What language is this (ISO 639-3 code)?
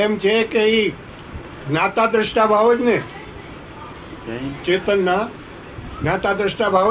guj